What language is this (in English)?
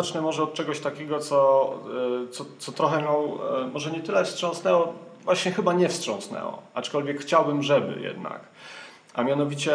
Polish